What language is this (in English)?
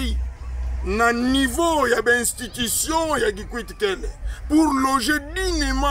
Kituba (Democratic Republic of Congo)